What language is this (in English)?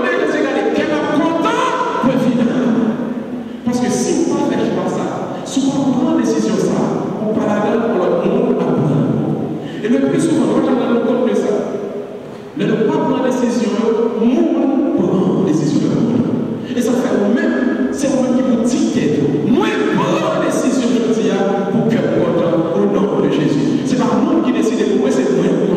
French